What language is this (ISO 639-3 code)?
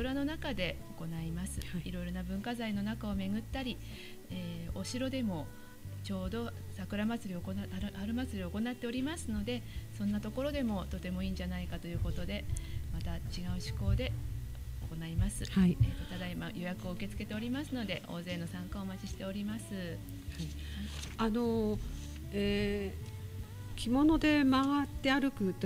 jpn